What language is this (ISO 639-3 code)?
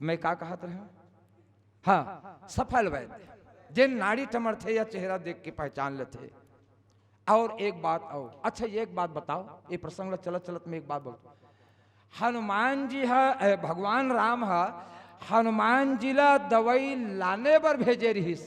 hne